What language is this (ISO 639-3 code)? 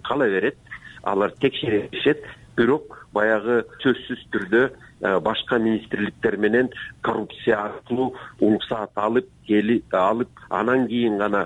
kir